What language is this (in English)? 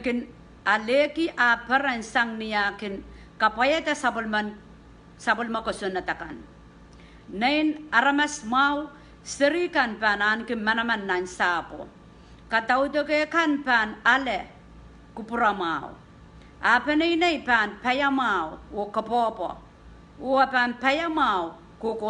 Pohnpeian